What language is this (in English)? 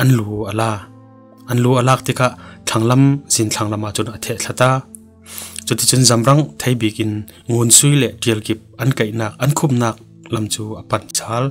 Falam Chin